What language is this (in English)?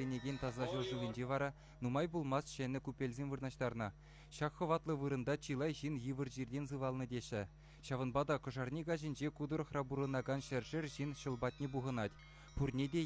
Chuvash